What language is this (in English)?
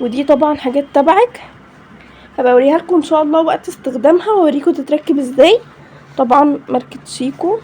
Egyptian Arabic